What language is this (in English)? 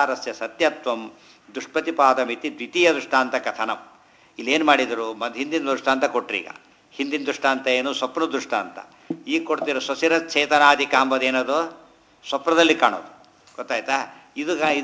Kannada